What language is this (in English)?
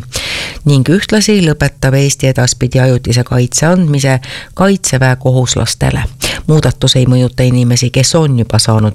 Estonian